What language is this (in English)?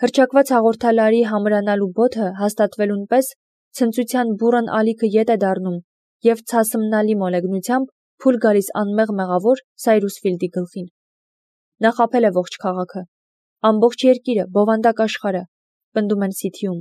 Armenian